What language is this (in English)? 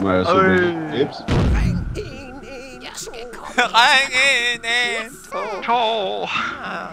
Faroese